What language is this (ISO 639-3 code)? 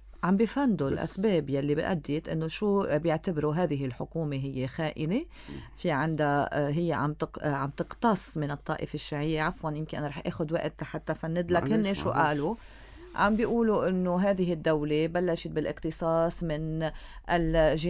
apc